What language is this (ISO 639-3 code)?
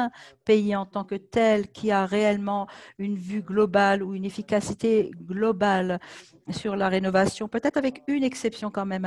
fra